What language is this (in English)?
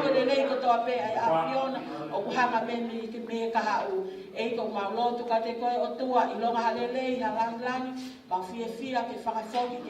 Tongan